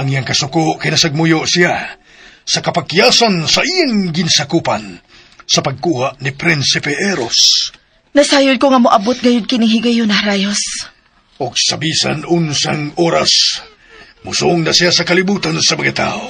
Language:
Cebuano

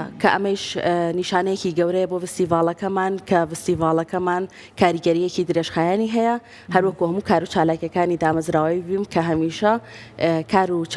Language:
Central Kurdish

